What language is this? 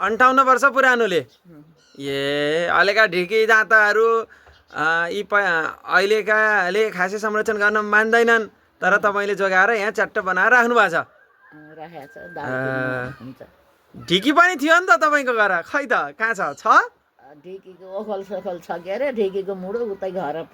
Nepali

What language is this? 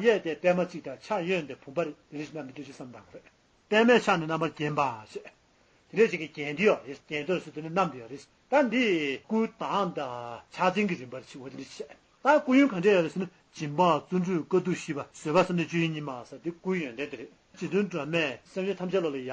Tibetan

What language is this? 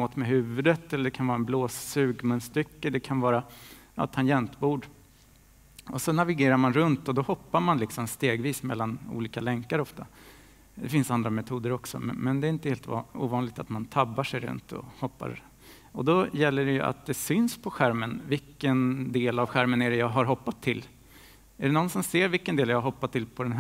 Swedish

